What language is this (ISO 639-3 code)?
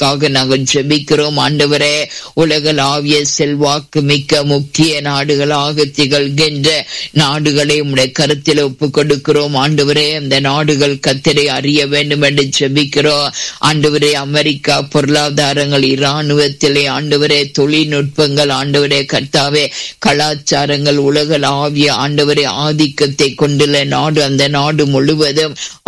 tam